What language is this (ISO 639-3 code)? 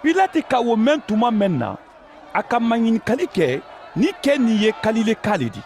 man